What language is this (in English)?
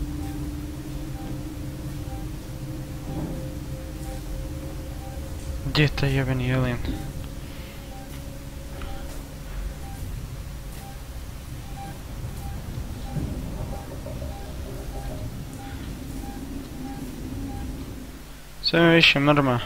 Croatian